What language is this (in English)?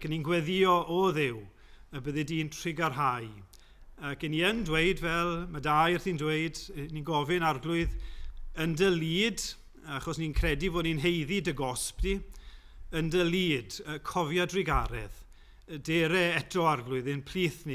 Welsh